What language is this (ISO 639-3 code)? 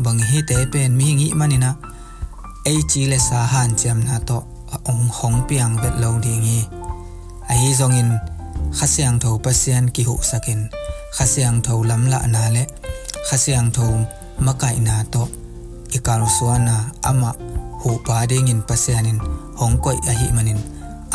ctd